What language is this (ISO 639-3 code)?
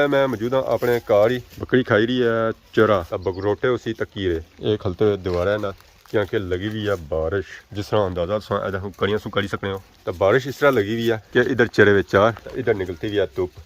phr